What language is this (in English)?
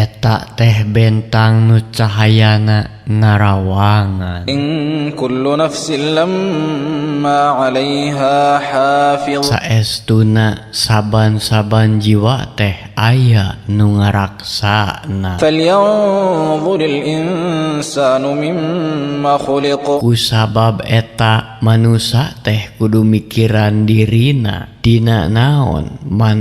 Sundanese